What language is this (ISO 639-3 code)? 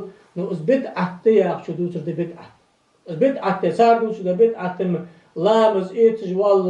inh